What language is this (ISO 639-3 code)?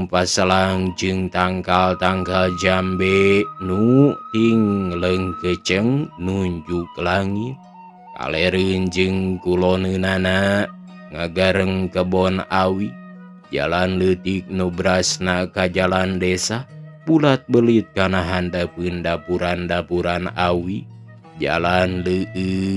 sun